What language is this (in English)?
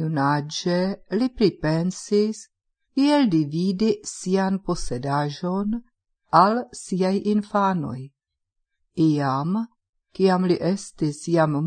Esperanto